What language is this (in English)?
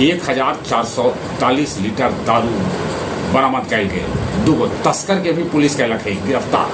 Magahi